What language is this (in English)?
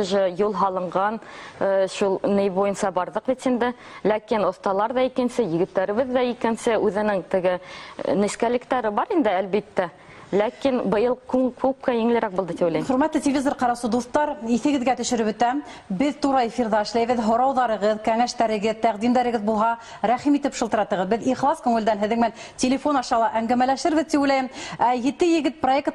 Bashkir